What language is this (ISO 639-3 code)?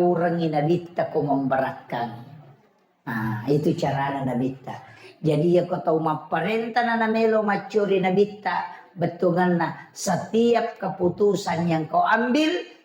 bug